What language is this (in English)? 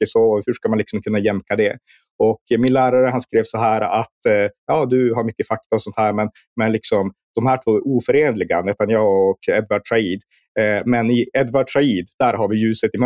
Swedish